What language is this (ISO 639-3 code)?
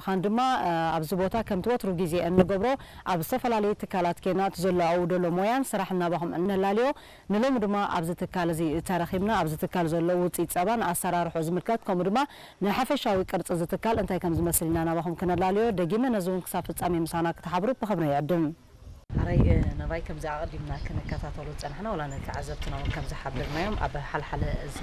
tir